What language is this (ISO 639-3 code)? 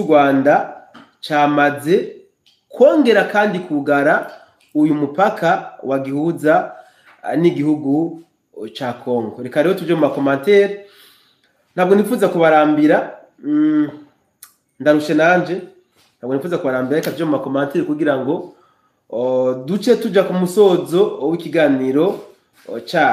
run